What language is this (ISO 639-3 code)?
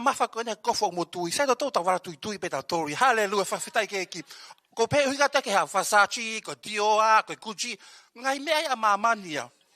ton